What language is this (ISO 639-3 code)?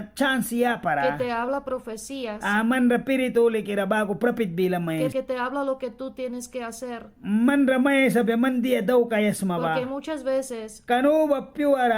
miq